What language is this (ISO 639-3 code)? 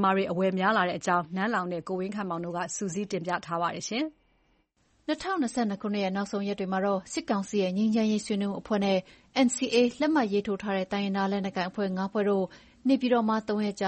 mya